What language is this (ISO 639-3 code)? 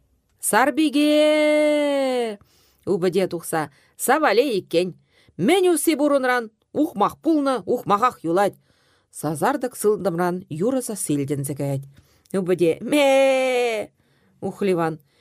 chv